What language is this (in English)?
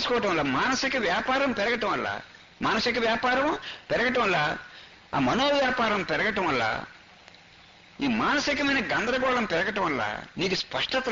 Telugu